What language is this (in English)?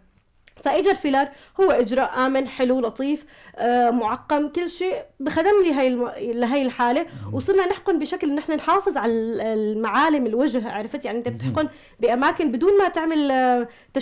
North Levantine Arabic